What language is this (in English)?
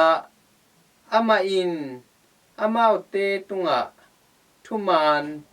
Tedim Chin